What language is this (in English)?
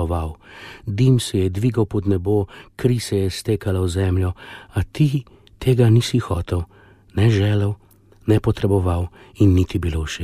Slovenian